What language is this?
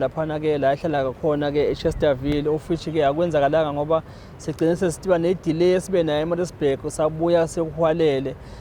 Zulu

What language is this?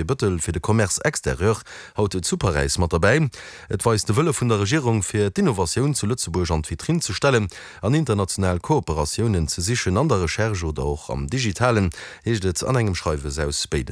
Luxembourgish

